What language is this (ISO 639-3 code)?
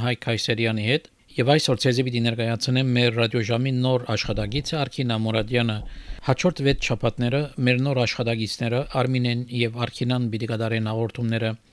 hye